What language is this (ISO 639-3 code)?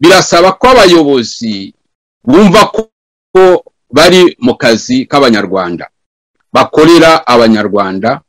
kin